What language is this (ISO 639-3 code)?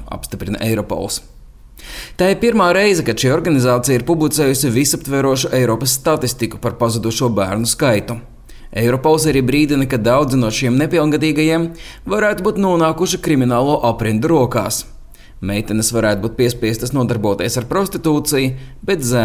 lav